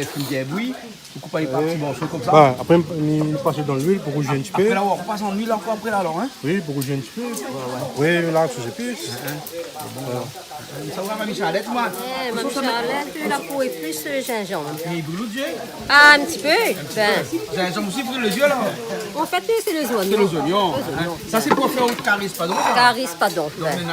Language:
Réunion Creole French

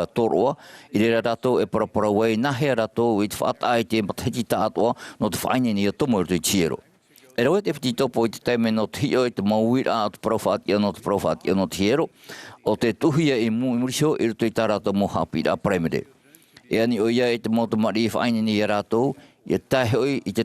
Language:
Tahitian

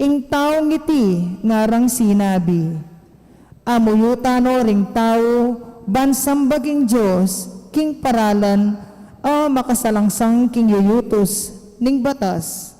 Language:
Pampanga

